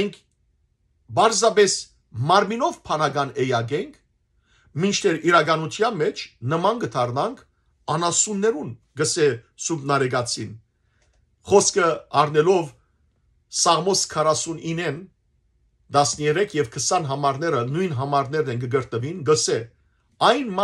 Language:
Western Armenian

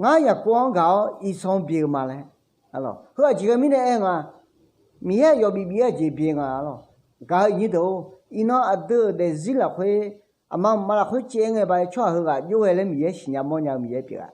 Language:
Akha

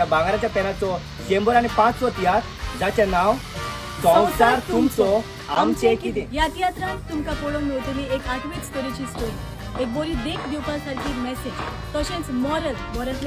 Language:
Konkani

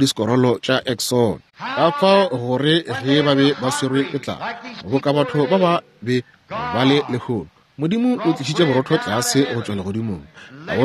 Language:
Northern Sotho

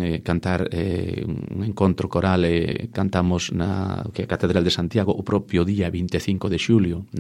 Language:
Galician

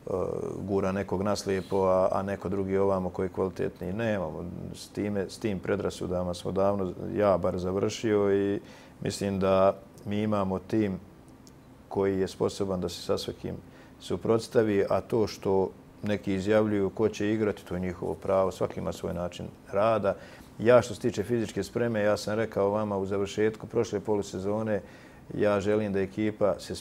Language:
Bosnian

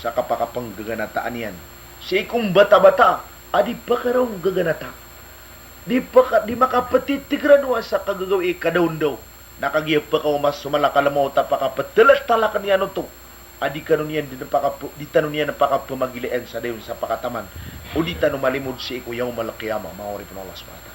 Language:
Maranao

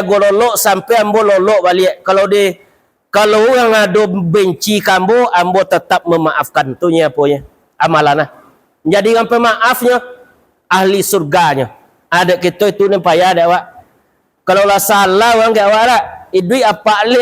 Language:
Minangkabau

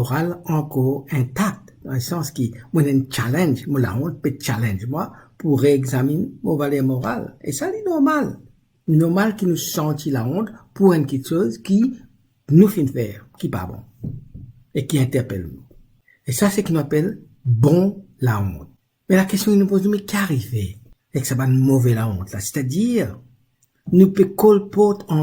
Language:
Morisyen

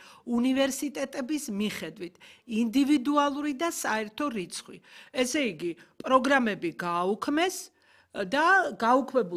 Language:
Georgian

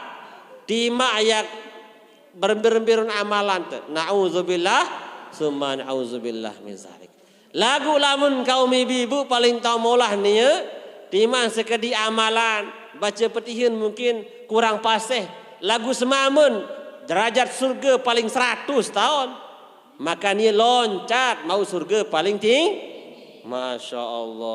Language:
Sasak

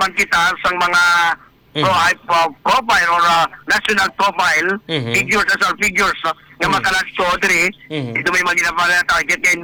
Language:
Hiligaynon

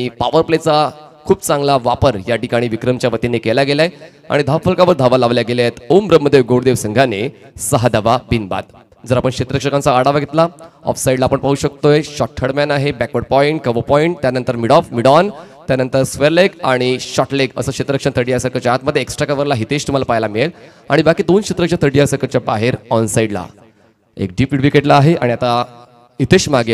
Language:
Marathi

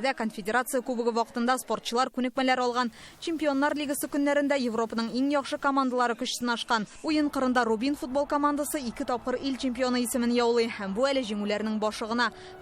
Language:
Tatar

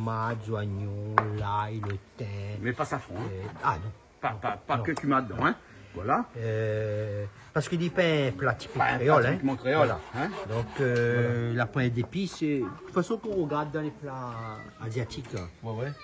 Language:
Réunion Creole French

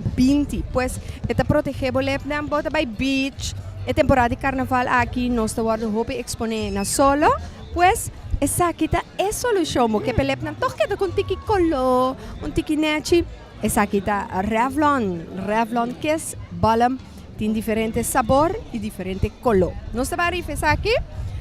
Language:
Papiamento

